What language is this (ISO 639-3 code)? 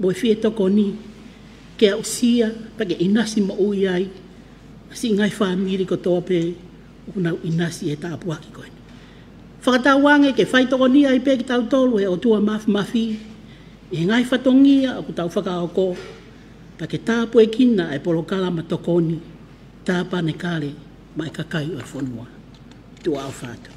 ton